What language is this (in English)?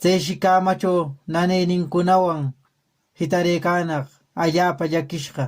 Quechua